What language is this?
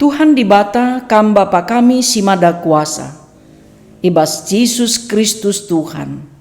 Batak Karo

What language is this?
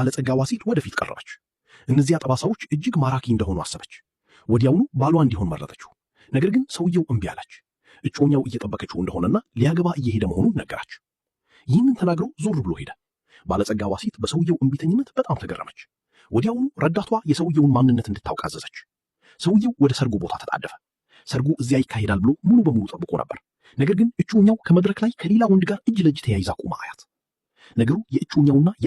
Amharic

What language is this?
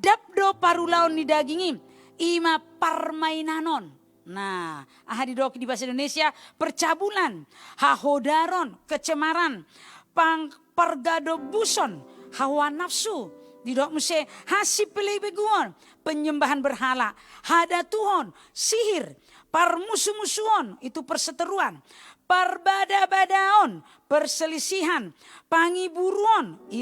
Batak Toba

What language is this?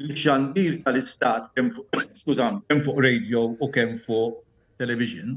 Maltese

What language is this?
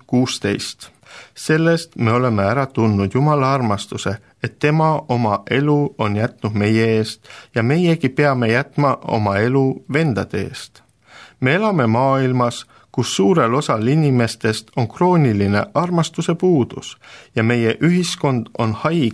Estonian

